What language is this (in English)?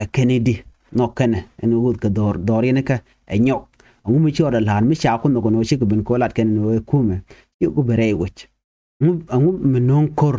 Nuer